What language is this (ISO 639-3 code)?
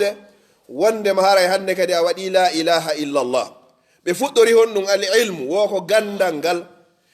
ful